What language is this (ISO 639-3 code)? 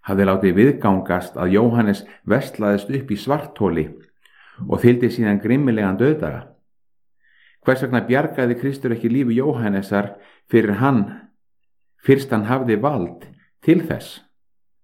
isl